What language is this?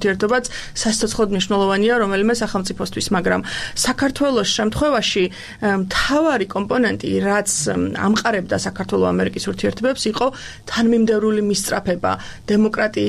Georgian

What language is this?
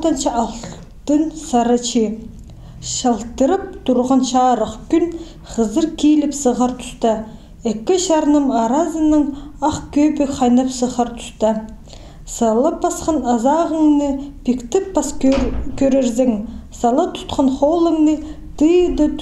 Khakas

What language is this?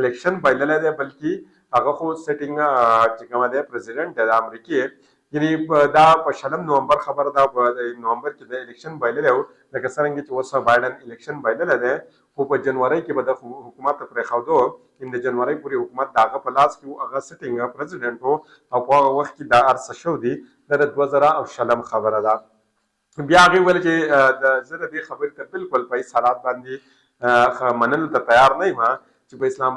Pashto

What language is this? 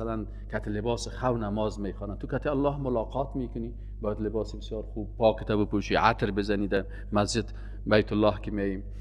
Persian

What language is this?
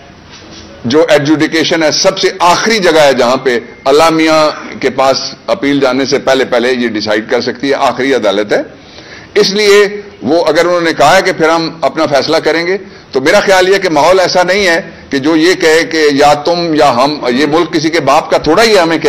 Urdu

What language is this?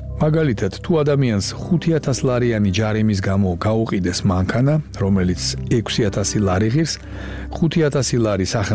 Georgian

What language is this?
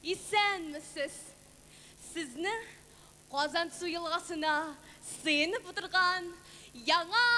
Tatar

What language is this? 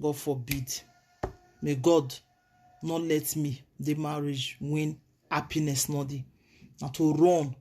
Nigerian Pidgin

